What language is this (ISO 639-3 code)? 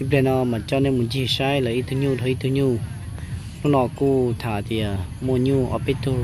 hmn